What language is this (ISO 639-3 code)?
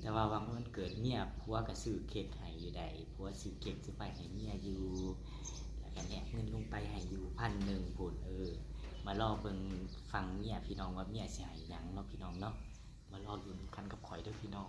tts